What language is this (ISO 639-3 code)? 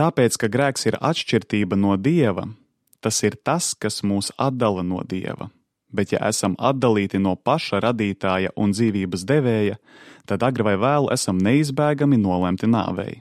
lav